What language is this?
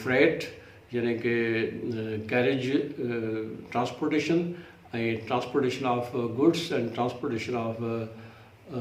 Sindhi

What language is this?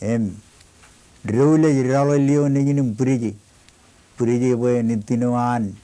Marshallese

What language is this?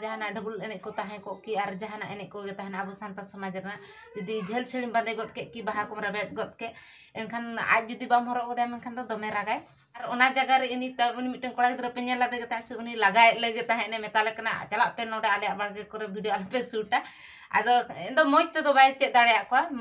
Santali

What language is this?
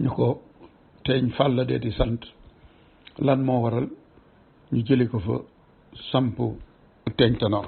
Wolof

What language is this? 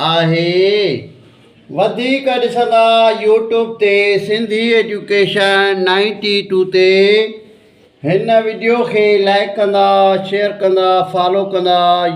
Sindhi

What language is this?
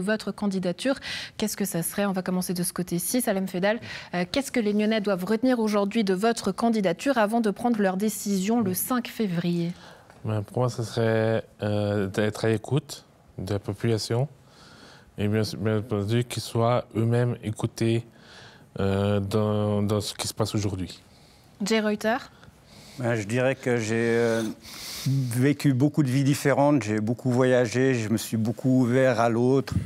French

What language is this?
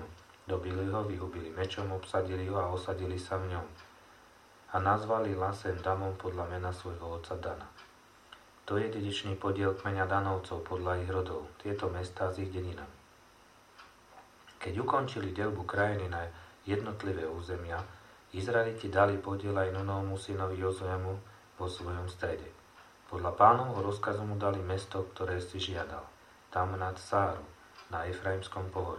Slovak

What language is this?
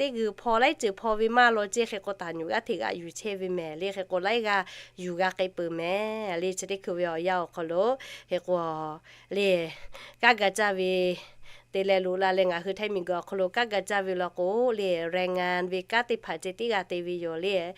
Lahu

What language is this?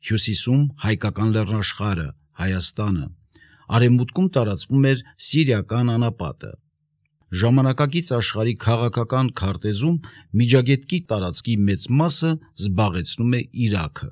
Armenian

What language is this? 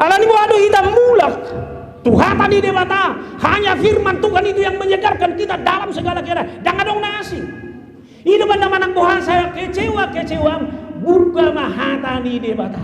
Batak Toba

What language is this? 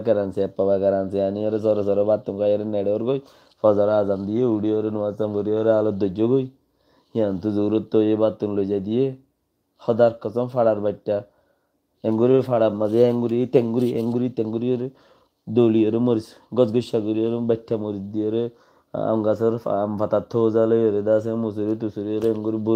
Rohingya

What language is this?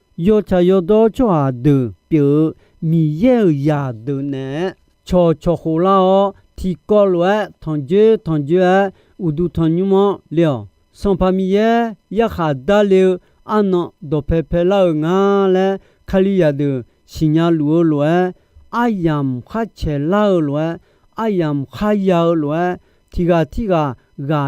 Akha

